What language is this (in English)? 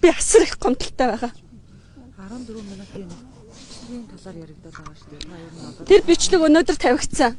Mongolian